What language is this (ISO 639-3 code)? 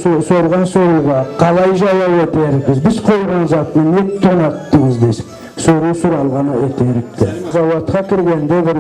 krc